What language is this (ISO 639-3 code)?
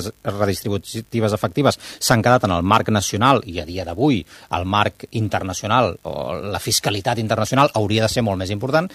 cat